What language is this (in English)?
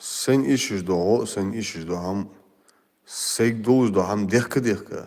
Chechen